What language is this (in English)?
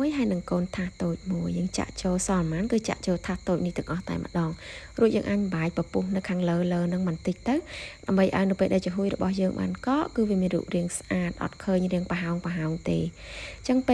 Khmer